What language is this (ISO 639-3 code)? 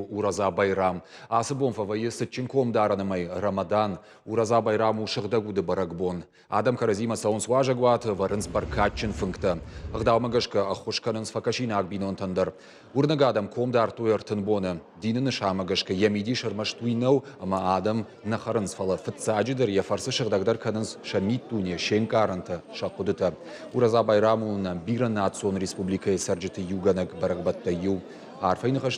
oss